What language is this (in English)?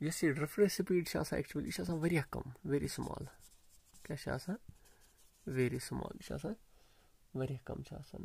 Kashmiri